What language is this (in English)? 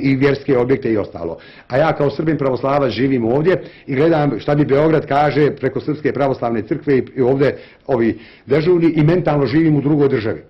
Bosnian